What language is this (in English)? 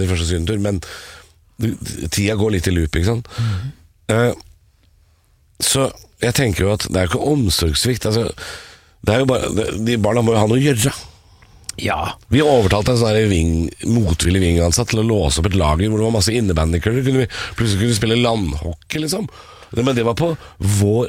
Norwegian